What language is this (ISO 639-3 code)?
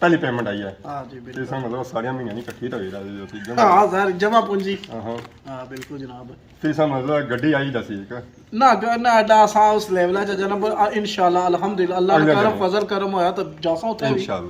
phr